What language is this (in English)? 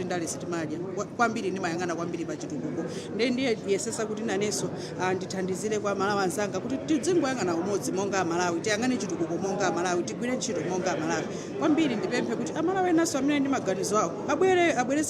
Nyanja